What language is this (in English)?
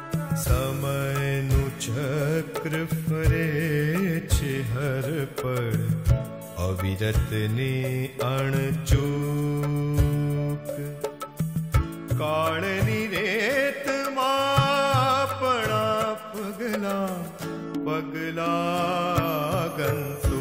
Gujarati